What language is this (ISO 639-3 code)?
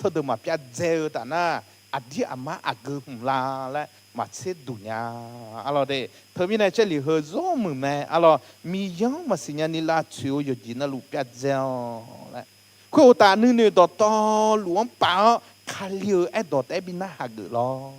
ahk